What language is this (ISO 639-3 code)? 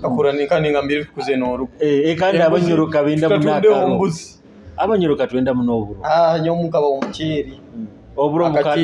nyo